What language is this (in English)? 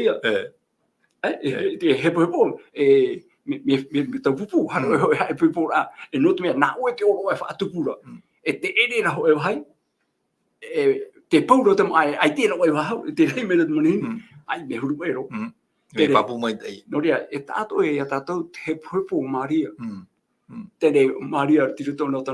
Tahitian